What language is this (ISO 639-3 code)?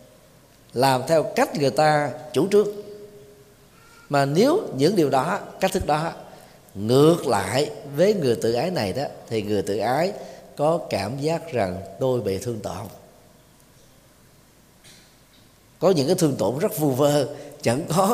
vie